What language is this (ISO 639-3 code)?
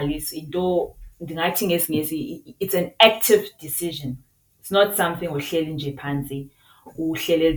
xho